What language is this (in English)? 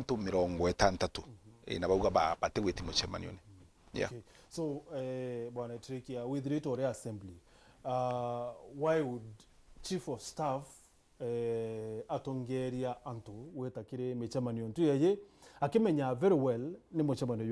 Meru